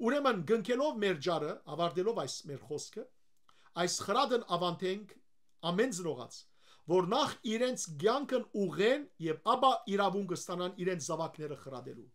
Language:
Western Armenian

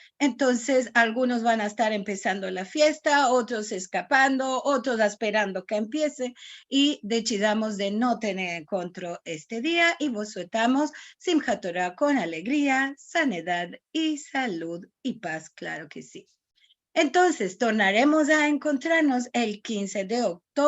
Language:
Ladino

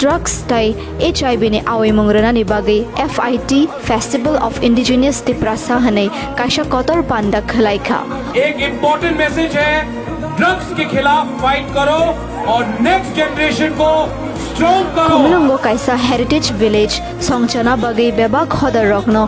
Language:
Kok Borok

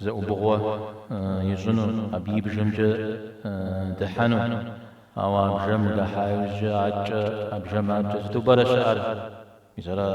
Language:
Kabardian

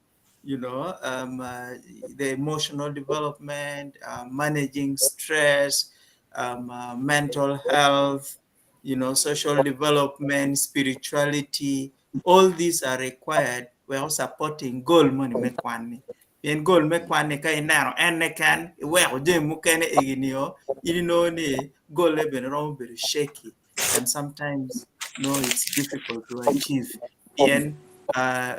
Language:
Acoli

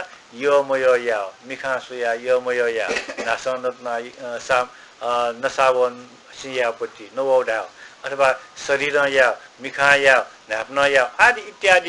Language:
Newari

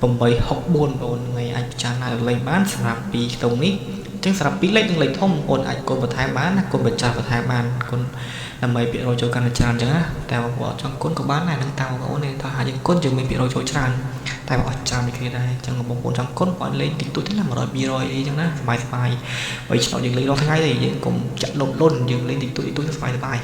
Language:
Khmer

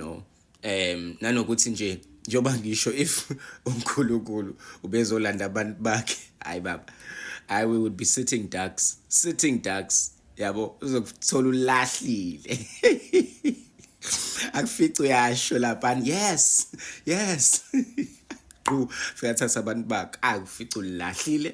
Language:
Zulu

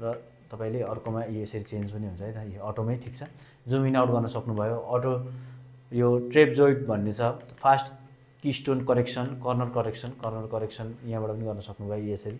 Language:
Nepali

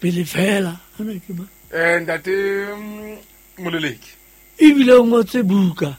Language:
Southern Sotho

